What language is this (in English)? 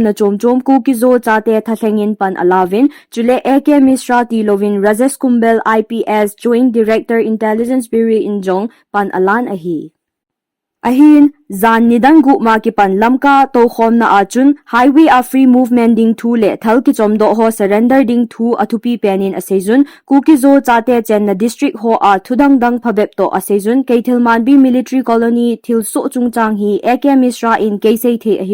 Thado Chin